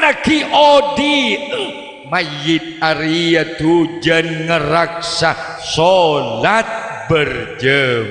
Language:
Madurese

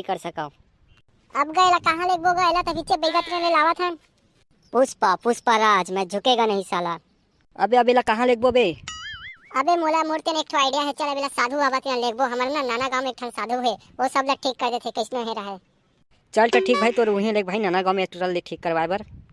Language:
Chhattisgarhi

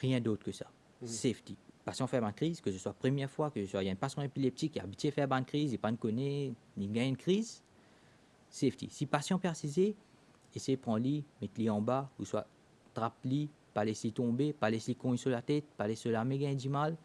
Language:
Morisyen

